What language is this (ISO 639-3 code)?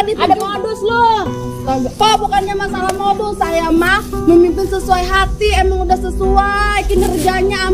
bew